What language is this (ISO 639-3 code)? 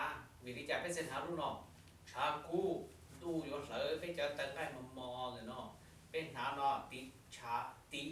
hmn